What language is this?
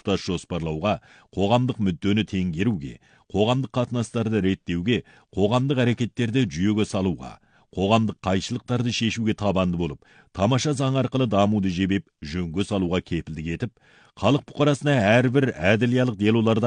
Kazakh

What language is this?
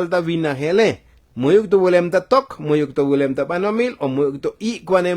Tzotzil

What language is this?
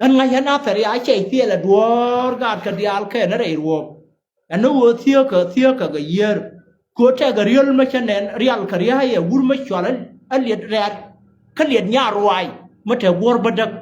Nuer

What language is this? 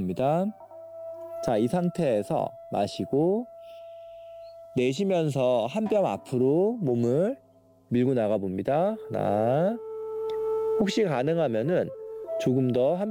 Korean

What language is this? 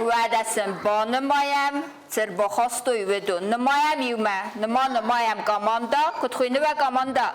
Ossetic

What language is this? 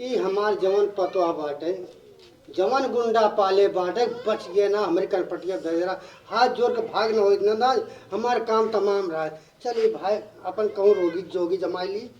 Awadhi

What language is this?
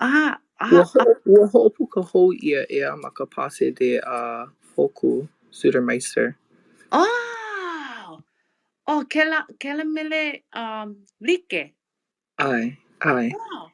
Hawaiian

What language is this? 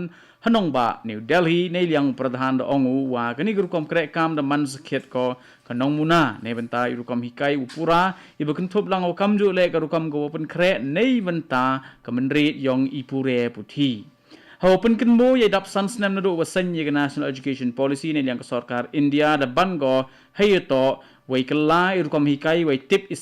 Khasi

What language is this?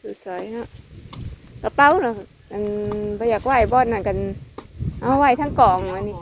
Northeastern Thai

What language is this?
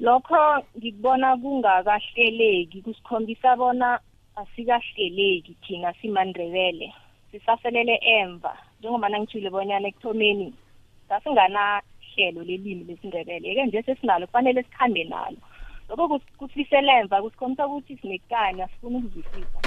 South Ndebele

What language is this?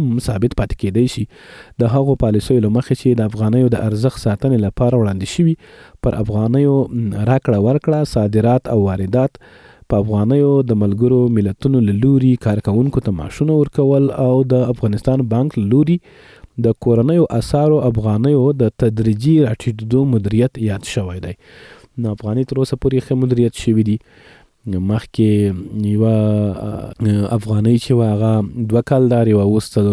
Pashto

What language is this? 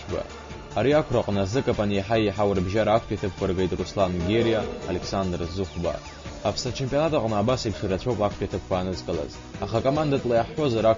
Abkhazian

